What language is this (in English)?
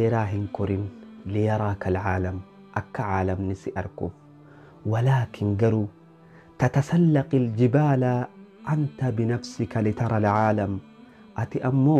Oromo